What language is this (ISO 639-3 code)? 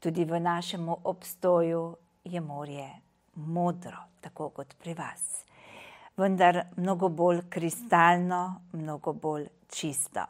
slv